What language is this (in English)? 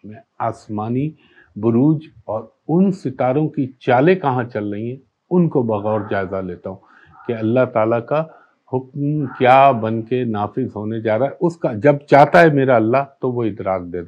Urdu